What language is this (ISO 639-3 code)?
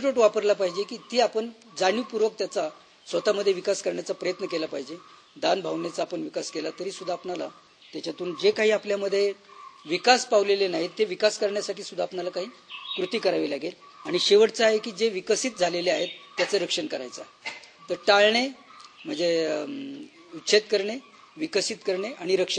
mar